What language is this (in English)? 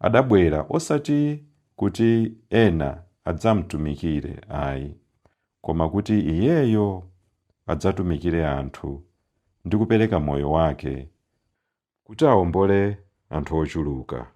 Nyanja